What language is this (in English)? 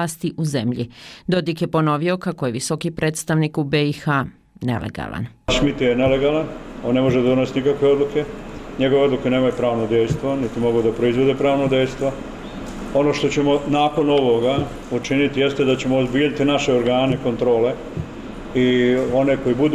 Bosnian